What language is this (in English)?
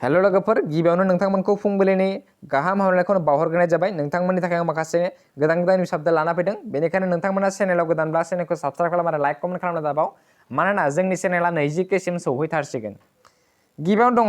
Bodo